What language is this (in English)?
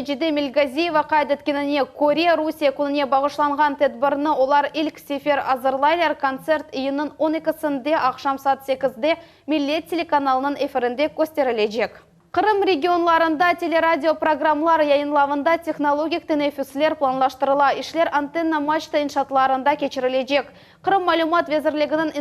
Crimean Tatar